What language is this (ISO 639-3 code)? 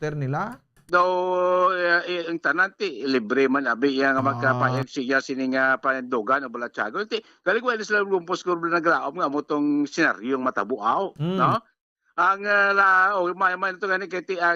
hil